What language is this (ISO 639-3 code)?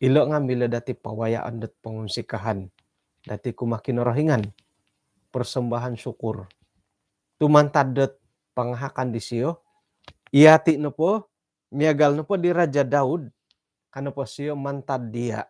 dtp